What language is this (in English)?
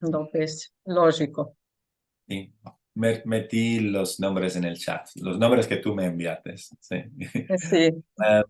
Ladino